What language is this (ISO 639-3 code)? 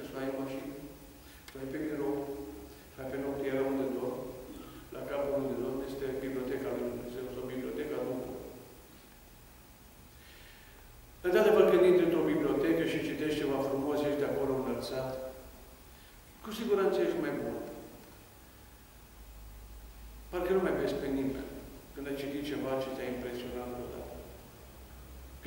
ron